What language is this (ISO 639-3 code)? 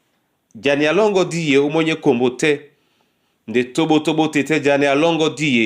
dua